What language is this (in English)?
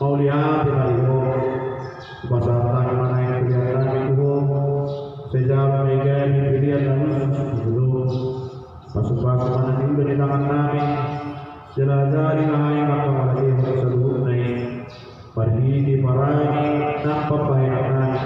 Batak Toba